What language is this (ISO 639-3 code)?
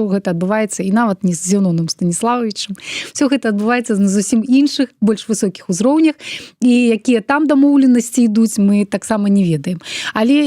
bel